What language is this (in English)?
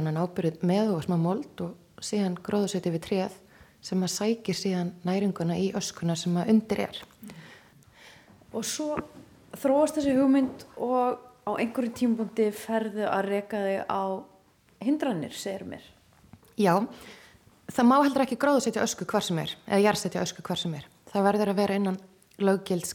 Icelandic